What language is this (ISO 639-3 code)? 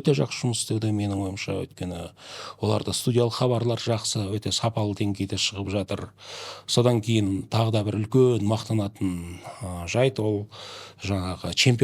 kaz